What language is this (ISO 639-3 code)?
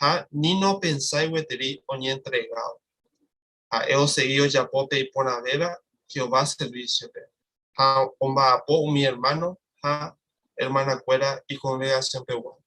grn